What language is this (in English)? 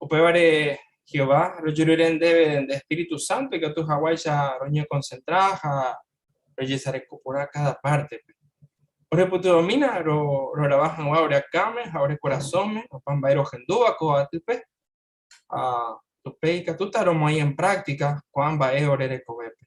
Guarani